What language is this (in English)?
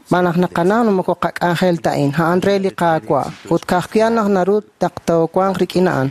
Kekchí